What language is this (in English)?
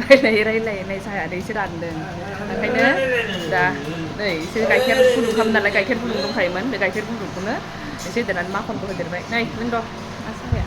Bodo